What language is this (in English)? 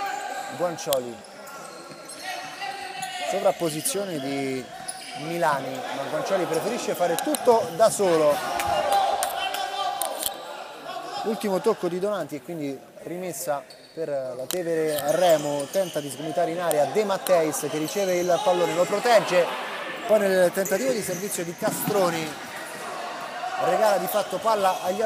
Italian